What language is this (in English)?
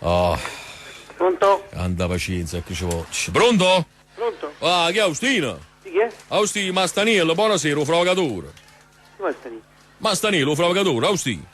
Neapolitan